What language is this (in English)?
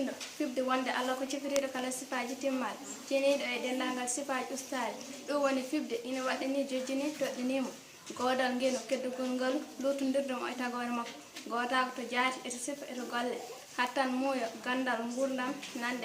Fula